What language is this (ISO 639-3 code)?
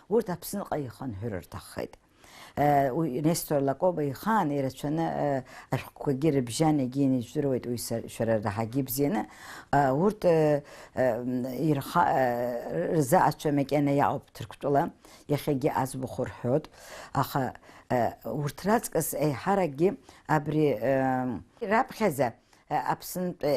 abk